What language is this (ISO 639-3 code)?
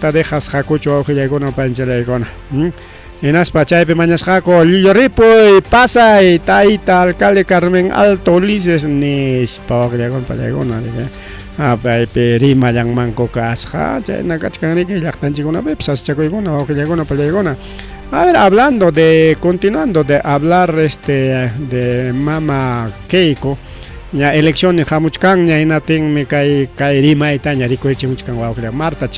quy